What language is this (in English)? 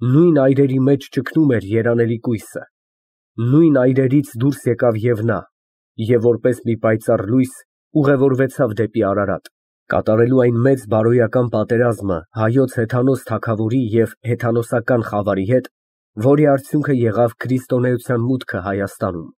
Armenian